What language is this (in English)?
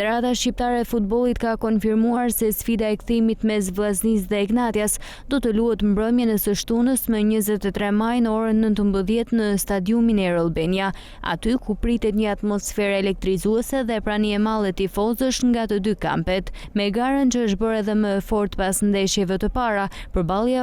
Albanian